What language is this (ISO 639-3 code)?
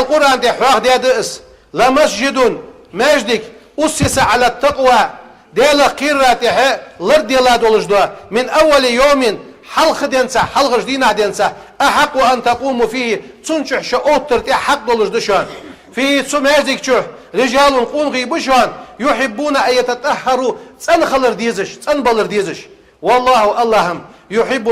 inh